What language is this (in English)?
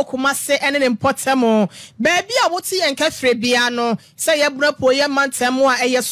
Akan